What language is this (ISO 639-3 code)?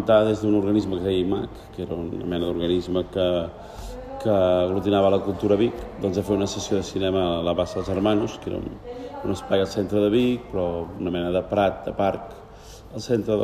cat